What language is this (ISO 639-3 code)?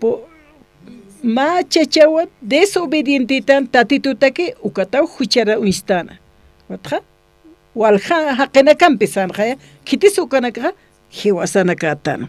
aym